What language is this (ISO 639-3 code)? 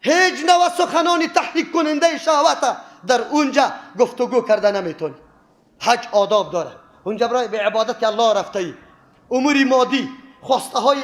fas